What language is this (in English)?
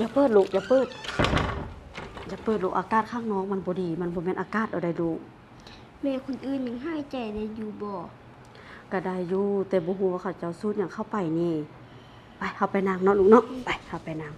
Lao